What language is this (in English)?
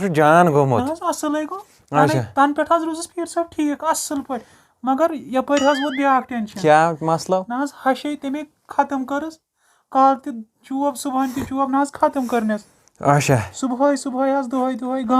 Kashmiri